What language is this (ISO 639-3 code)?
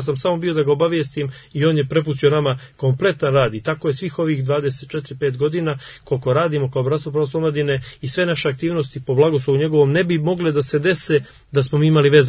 srp